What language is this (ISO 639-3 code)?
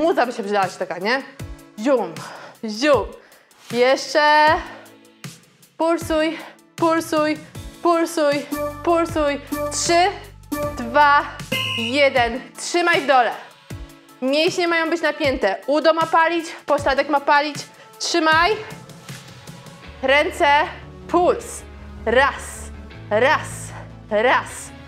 pol